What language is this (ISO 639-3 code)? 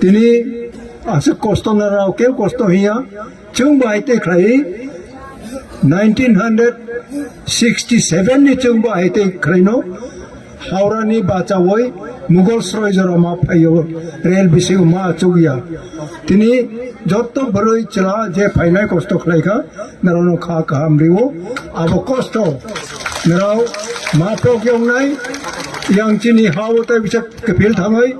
trp